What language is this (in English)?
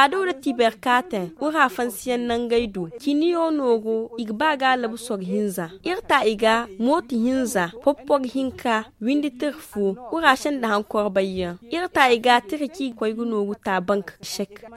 Zarma